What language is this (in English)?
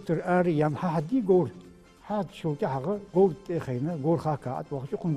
Ingush